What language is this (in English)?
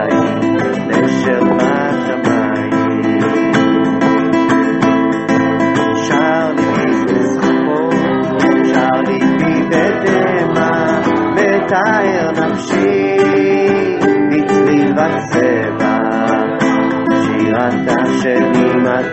Hebrew